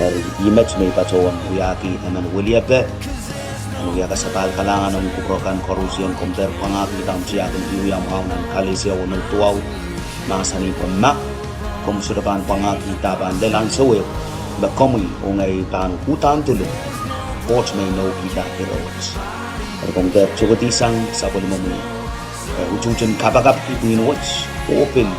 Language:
Pohnpeian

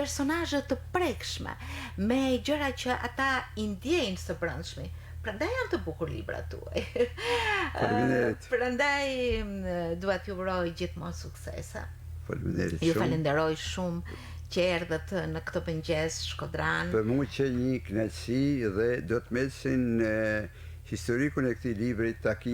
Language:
Albanian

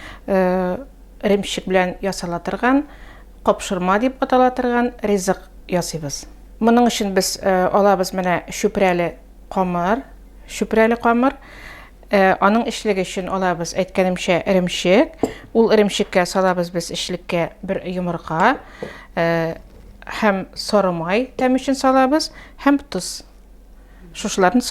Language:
Tatar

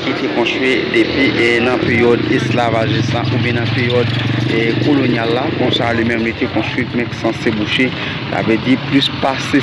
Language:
Haitian Creole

